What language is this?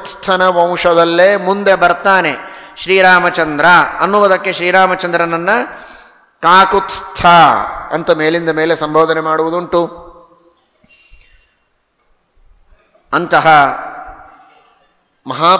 Kannada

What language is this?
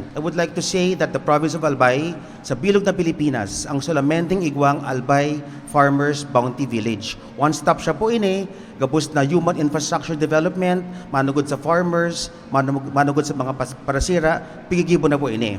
Bikol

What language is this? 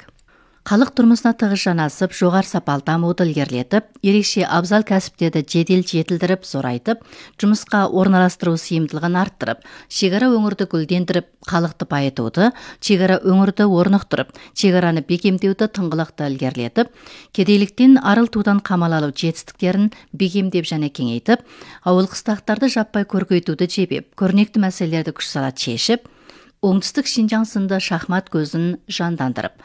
Kazakh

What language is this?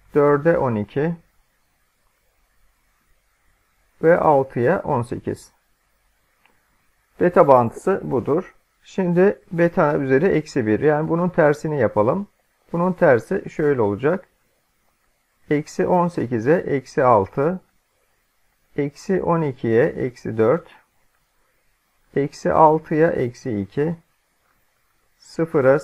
Turkish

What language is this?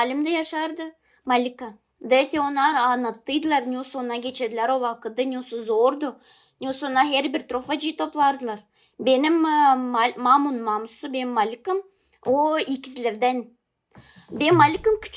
Gagauz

